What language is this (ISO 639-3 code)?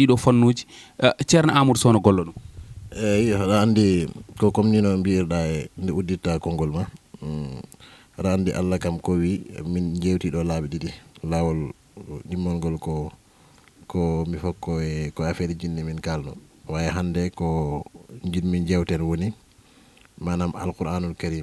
ful